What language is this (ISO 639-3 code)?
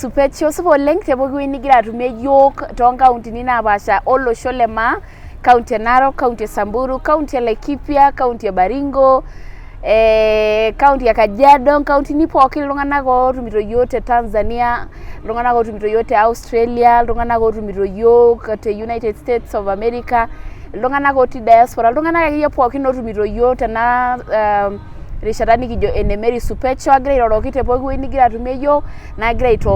mas